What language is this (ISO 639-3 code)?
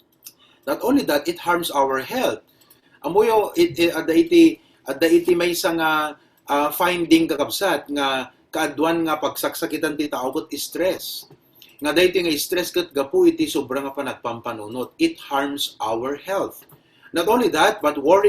ilo